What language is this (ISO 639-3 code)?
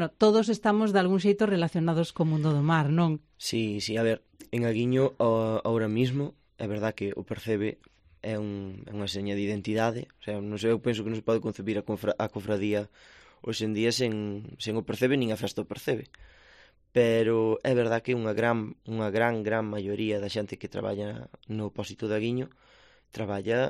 glg